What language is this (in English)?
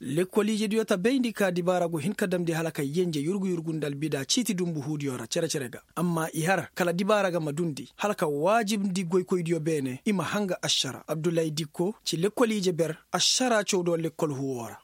Koyraboro Senni